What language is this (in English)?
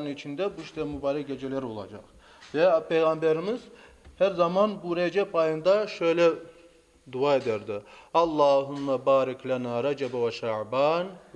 Crimean Tatar